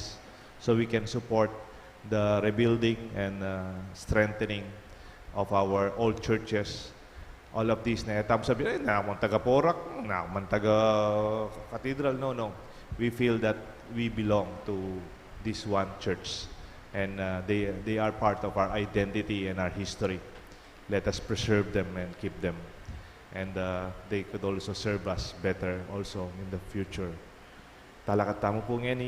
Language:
Pampanga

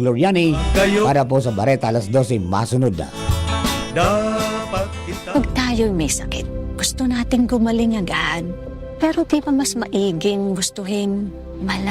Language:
Bikol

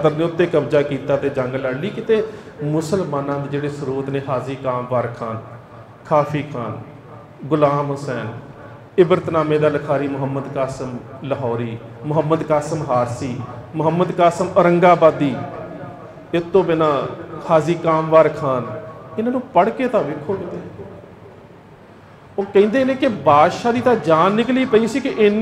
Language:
Punjabi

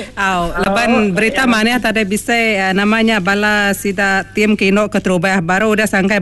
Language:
Iban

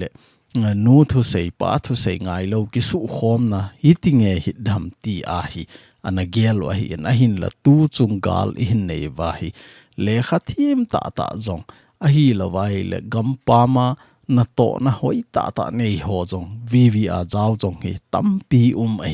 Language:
Thado Chin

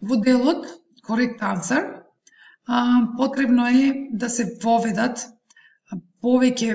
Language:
Macedonian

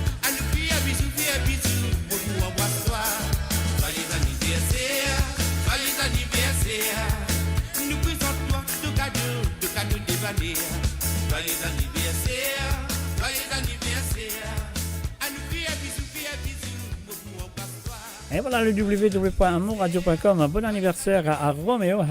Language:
Morisyen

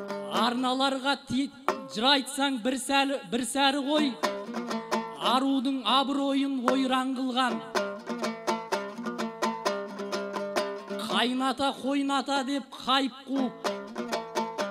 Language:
Kazakh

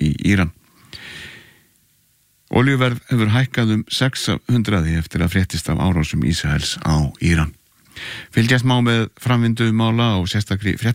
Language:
Icelandic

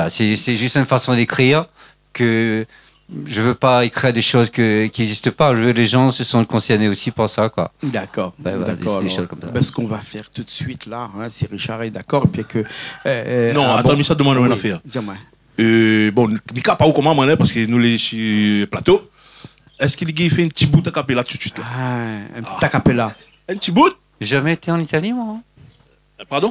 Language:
Réunion Creole French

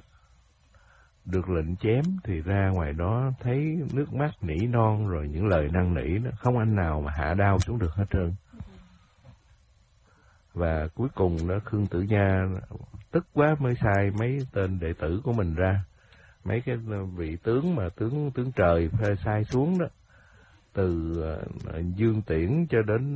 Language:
Vietnamese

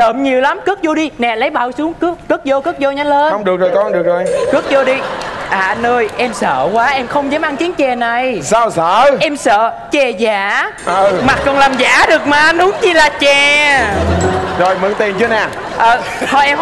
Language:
Vietnamese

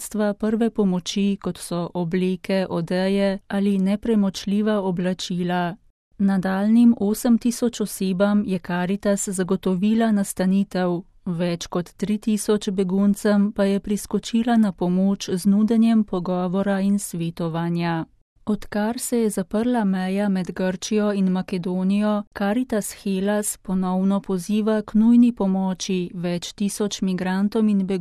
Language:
Slovenian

